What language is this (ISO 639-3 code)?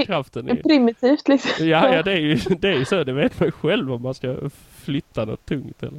swe